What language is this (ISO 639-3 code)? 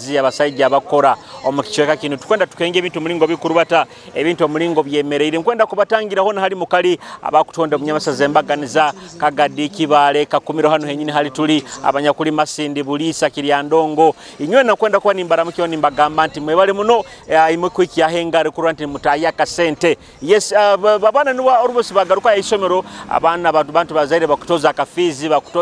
nyo